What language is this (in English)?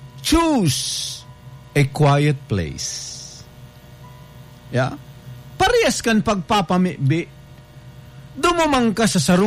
Bikol